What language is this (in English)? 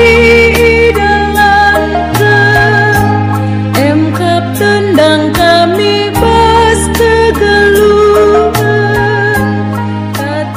Batak Karo